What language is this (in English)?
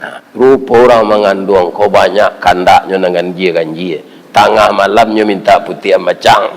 Minangkabau